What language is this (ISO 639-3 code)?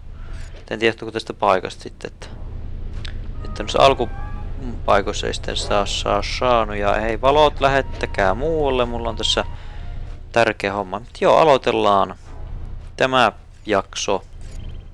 fin